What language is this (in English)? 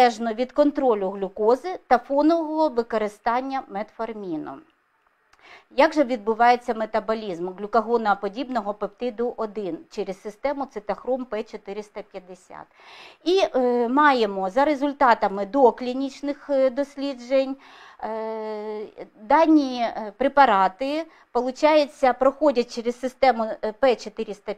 Ukrainian